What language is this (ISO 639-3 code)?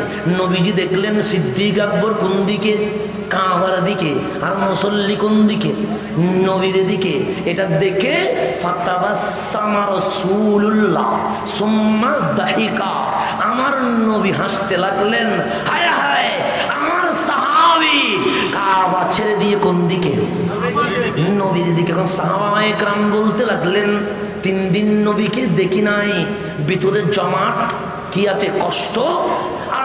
ben